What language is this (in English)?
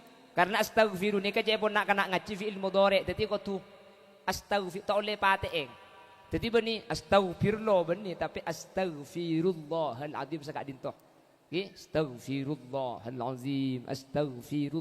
Madurese